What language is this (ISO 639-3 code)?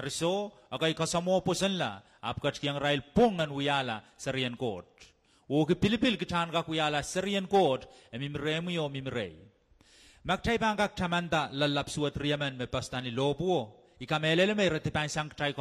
pon